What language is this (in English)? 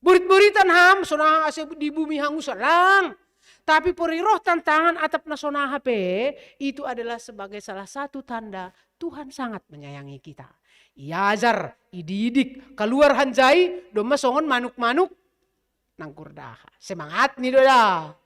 Batak Simalungun